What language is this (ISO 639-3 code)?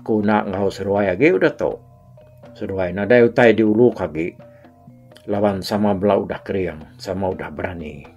iba